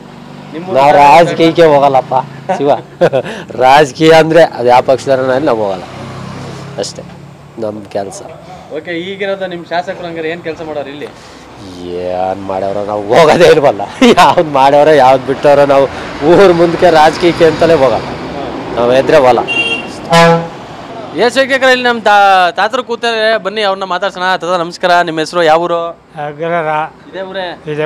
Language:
Kannada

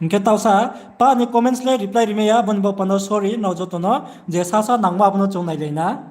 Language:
Riang (India)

